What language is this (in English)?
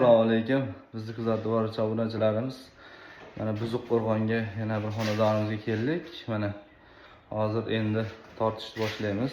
Uzbek